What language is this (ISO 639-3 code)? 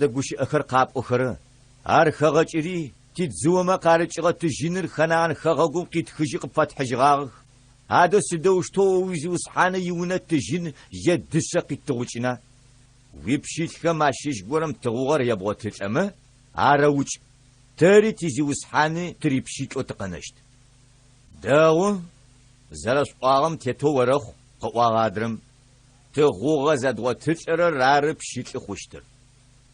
ady